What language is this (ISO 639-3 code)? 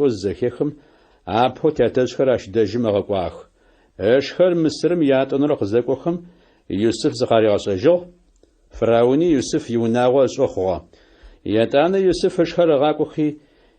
ady